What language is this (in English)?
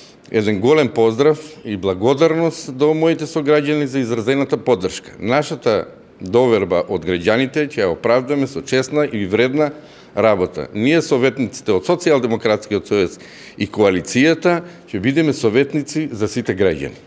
Macedonian